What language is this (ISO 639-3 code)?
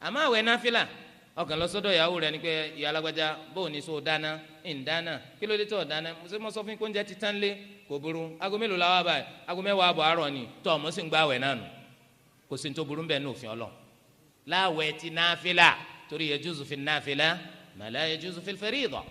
yor